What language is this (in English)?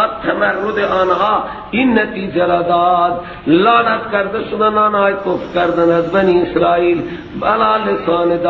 Persian